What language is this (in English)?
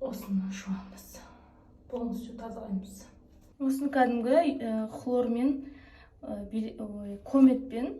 Kazakh